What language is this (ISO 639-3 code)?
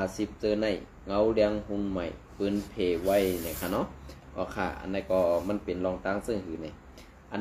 shn